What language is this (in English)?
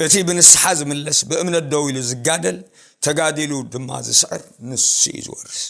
Tigrinya